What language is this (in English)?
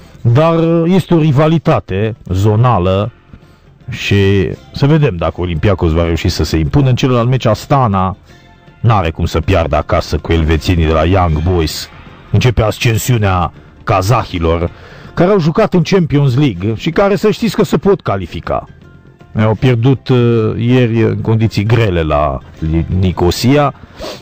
Romanian